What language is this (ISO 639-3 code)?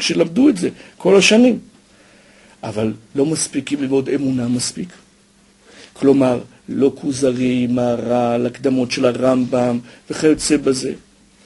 heb